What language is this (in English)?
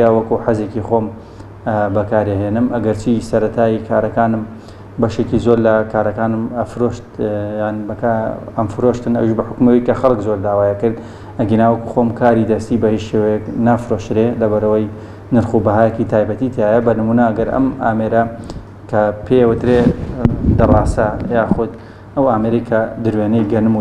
Central Kurdish